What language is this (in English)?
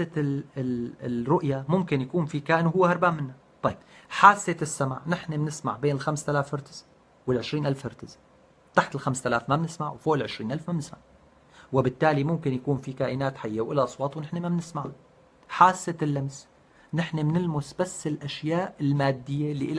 North Levantine Arabic